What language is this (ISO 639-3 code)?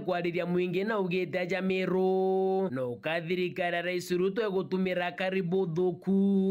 mer